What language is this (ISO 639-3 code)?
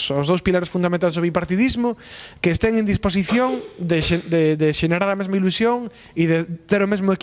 glg